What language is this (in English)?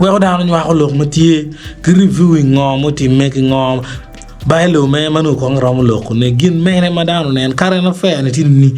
Acoli